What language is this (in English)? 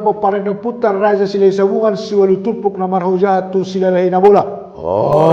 Batak Toba